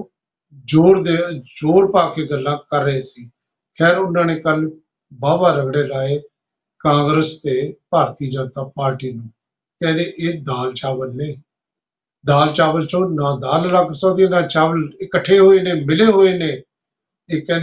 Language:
Punjabi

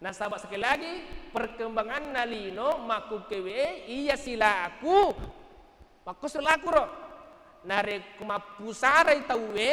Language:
Buginese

